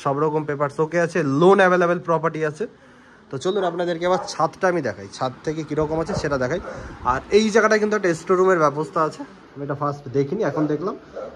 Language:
Bangla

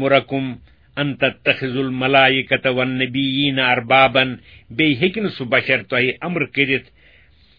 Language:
Kashmiri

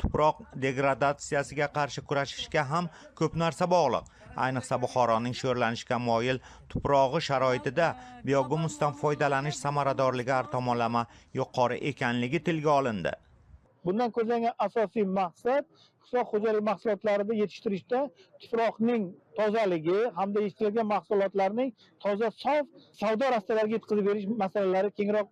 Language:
Uzbek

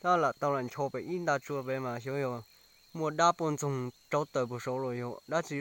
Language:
Hmong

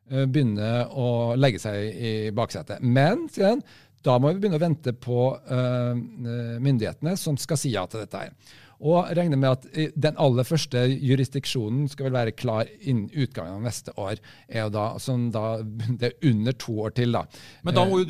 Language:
Norwegian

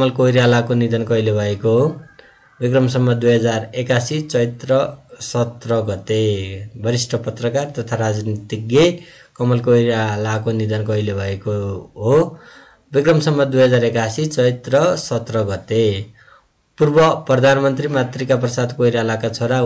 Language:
Nepali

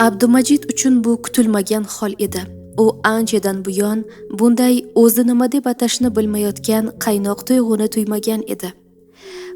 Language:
Uzbek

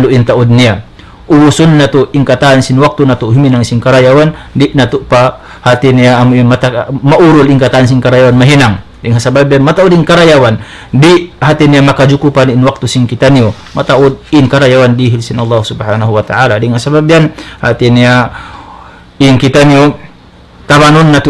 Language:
Tausug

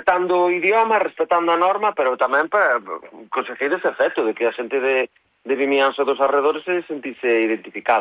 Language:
Galician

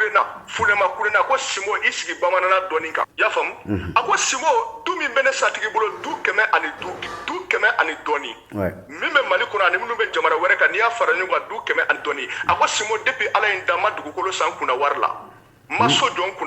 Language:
Bambara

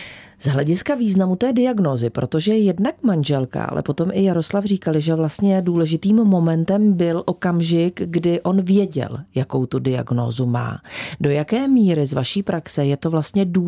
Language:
Czech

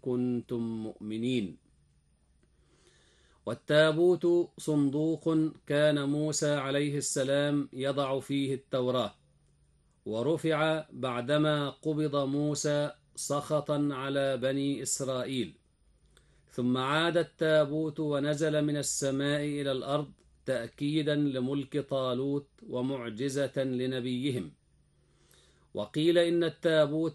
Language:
Arabic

